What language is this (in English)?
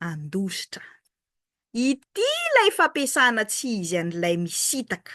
Malagasy